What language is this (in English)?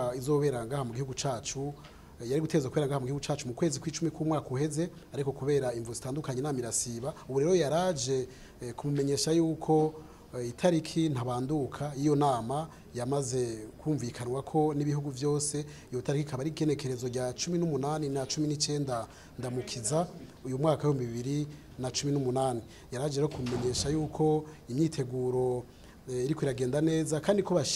Rundi